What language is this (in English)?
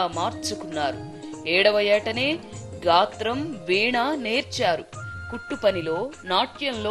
Telugu